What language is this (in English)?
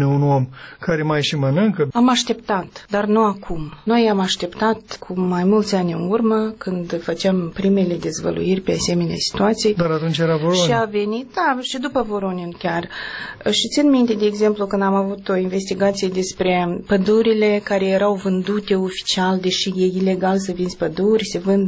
Romanian